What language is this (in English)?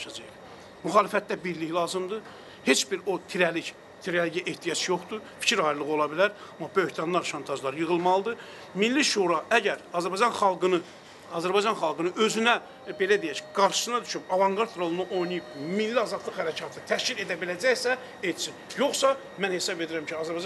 Azerbaijani